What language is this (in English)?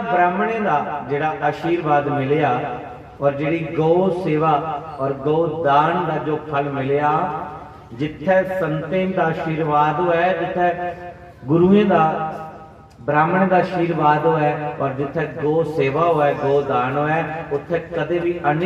Dogri